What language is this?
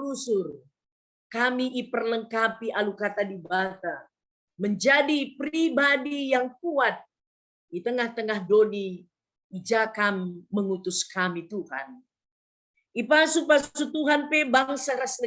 Batak Karo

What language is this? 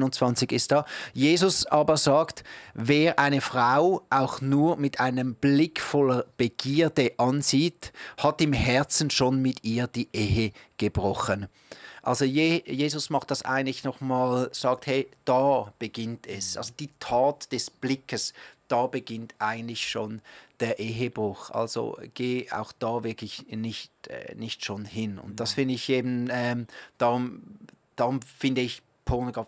Swiss German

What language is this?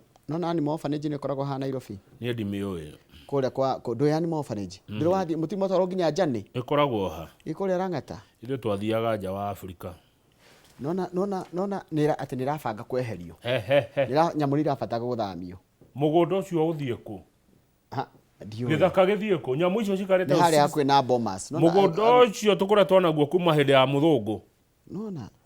Kikuyu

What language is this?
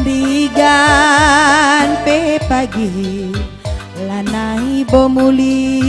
Batak Karo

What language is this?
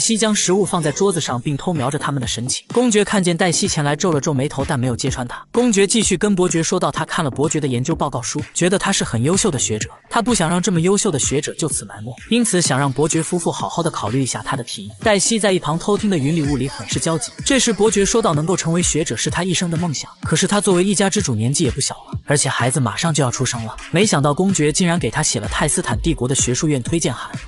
Chinese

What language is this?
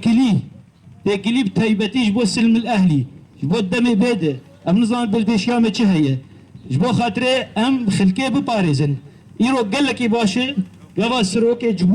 Kurdish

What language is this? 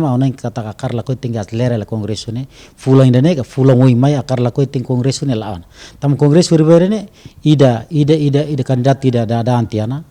Tetum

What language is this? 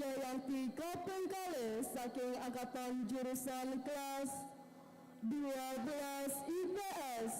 Balinese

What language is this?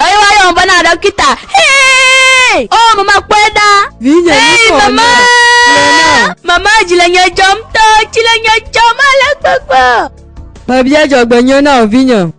Gen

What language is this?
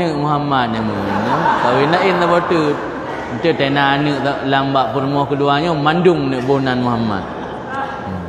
Achinese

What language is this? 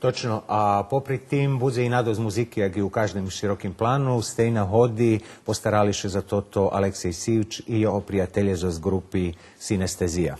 Rusyn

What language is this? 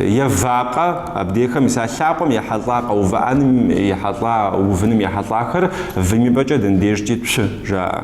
Kabardian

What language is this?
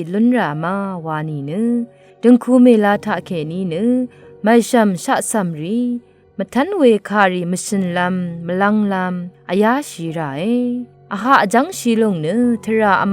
Rawang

